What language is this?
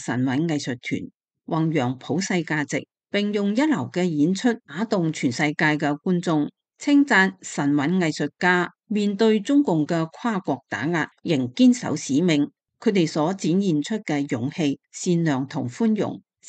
Cantonese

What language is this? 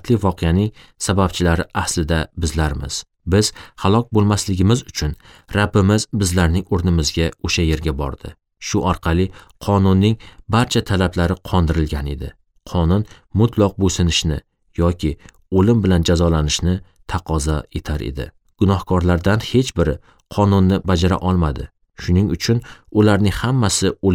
Uzbek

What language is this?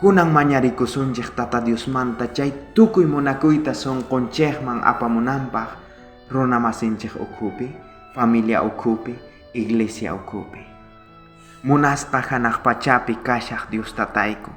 South Bolivian Quechua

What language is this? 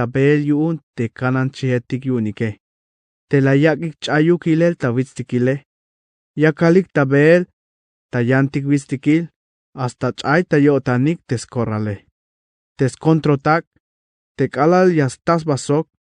Tzeltal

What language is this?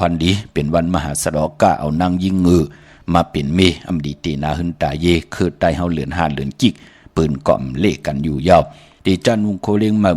Shan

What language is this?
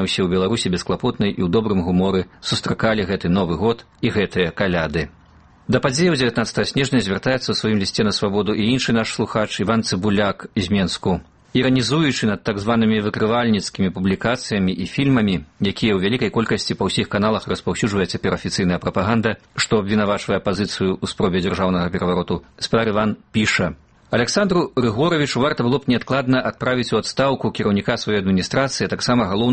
Belarusian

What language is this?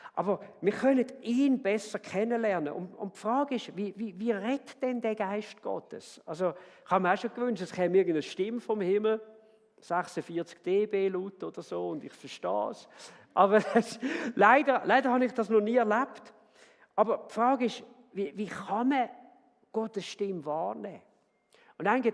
Swiss German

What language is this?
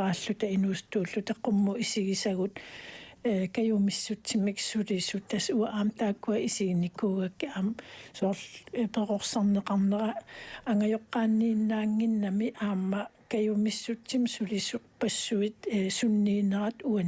Kalaallisut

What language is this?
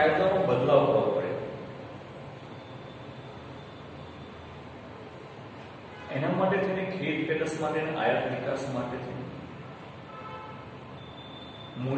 Gujarati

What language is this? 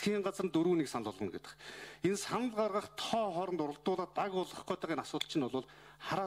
Mongolian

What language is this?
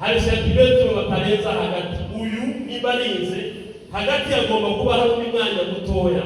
Kinyarwanda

